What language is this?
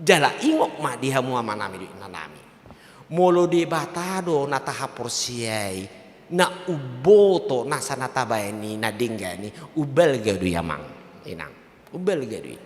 Batak Toba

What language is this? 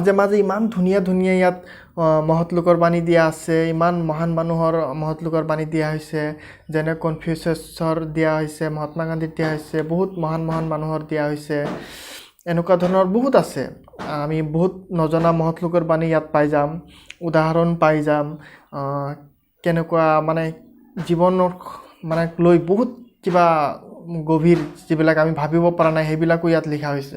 Assamese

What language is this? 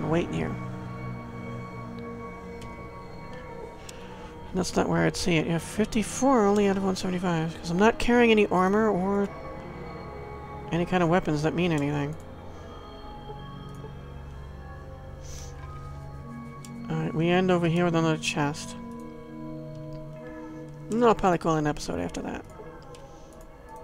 English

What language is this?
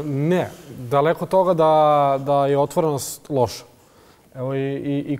Bosnian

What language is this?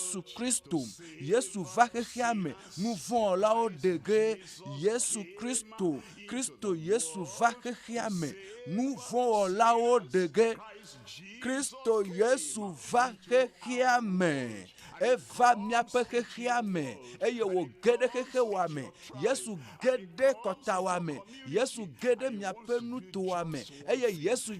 Ewe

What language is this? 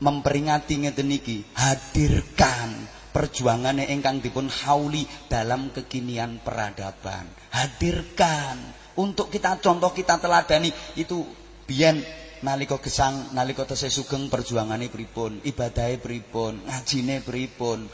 Javanese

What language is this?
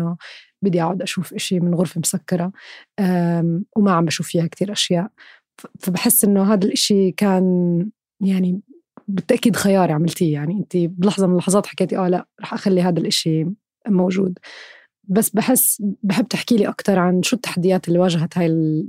North Levantine Arabic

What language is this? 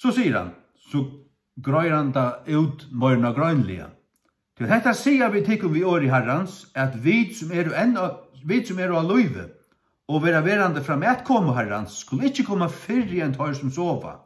Faroese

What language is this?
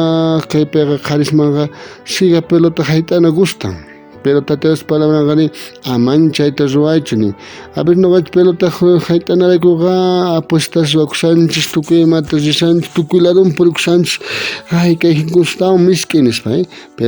South Bolivian Quechua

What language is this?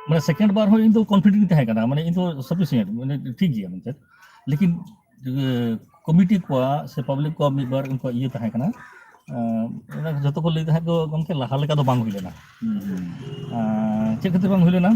Santali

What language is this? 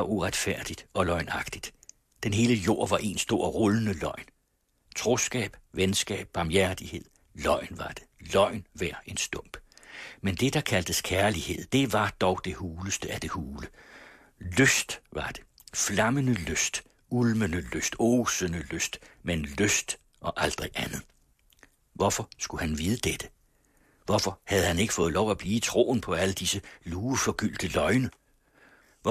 Danish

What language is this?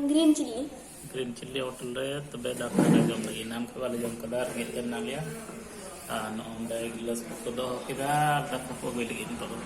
Santali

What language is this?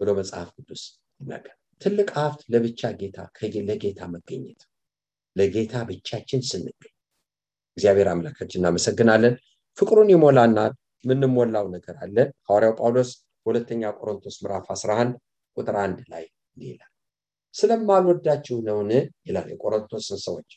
Amharic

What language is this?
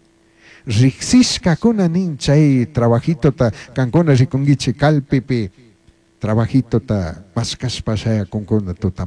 Chimborazo Highland Quichua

